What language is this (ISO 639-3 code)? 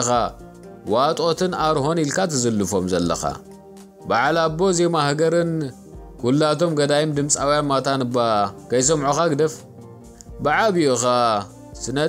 tir